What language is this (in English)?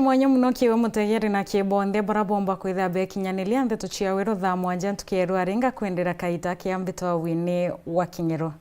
Meru